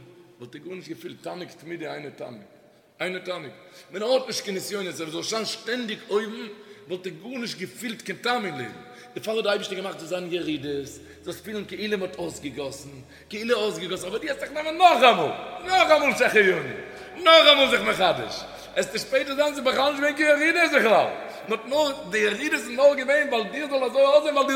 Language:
Yiddish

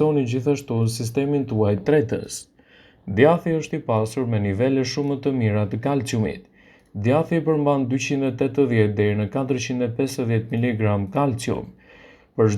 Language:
Albanian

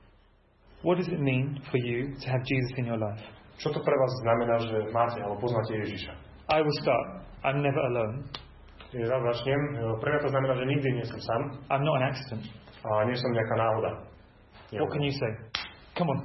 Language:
Slovak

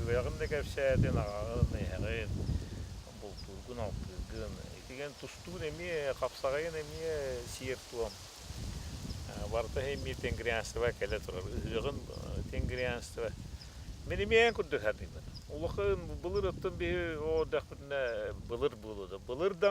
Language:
Yakut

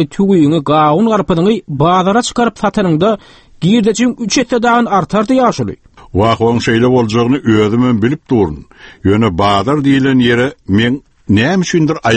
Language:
Turkmen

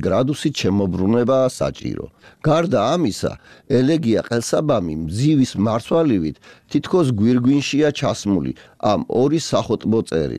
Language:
Georgian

